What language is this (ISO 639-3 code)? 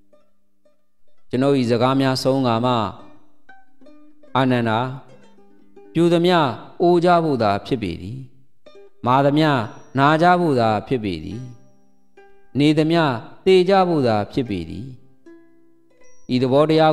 mya